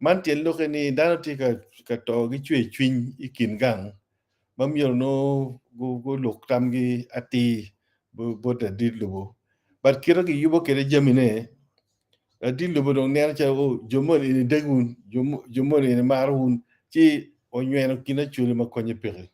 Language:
Acoli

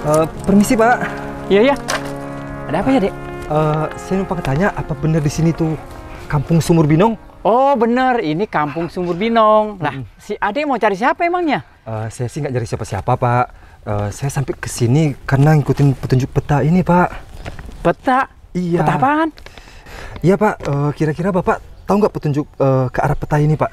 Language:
Betawi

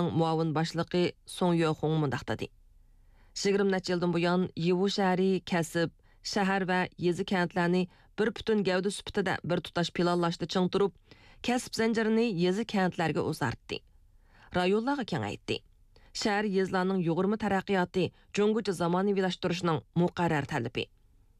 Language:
Uyghur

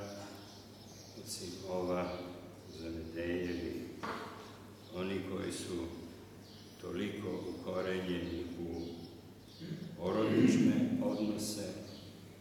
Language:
Serbian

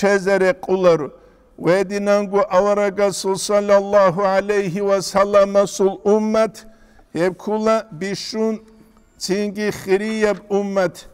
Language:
Avaric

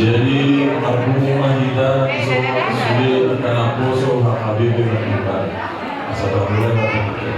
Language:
Batak Toba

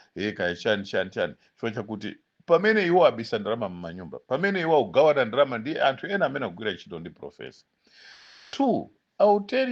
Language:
Nyanja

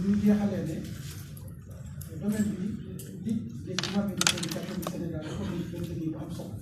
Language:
Wolof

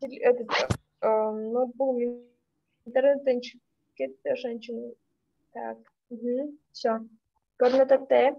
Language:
Kyrgyz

